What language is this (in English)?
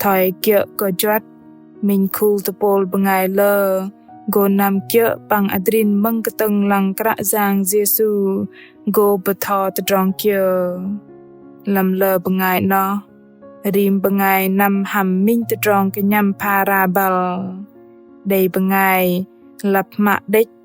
Bahnar